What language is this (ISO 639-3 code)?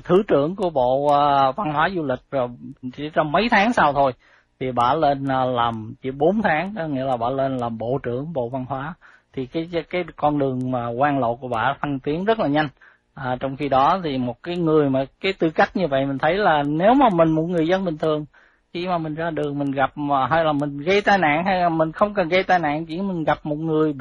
vie